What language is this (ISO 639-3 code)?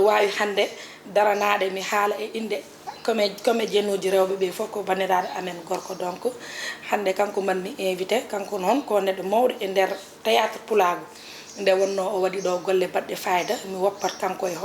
ful